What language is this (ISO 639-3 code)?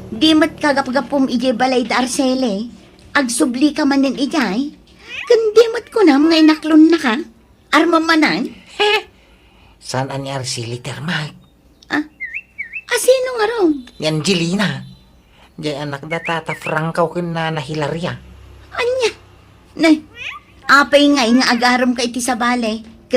ilo